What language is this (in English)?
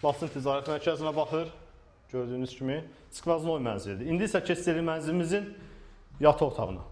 Azerbaijani